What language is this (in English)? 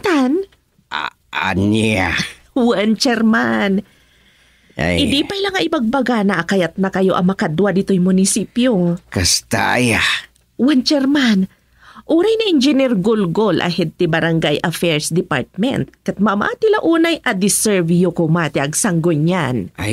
Iloko